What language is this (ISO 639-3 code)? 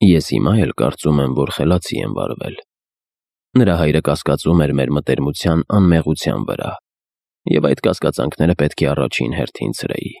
hye